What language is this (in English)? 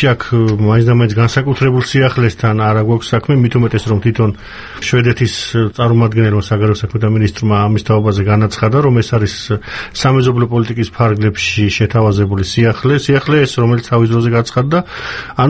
Georgian